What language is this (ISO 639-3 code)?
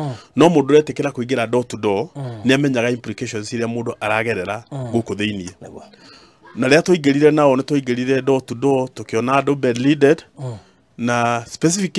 kik